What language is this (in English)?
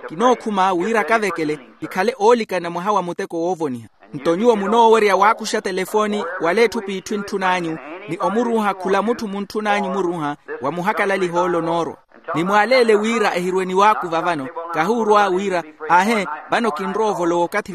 Makhuwa